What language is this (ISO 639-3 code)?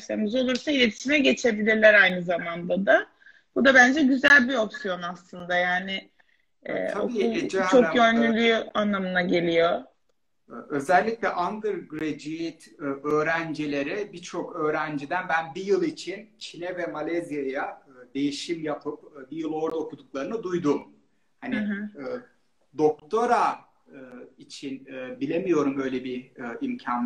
tur